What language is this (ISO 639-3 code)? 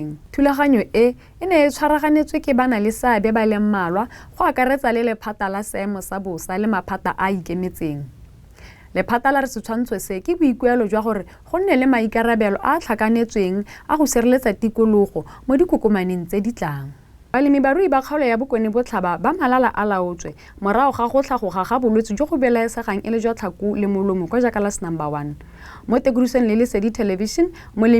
tsn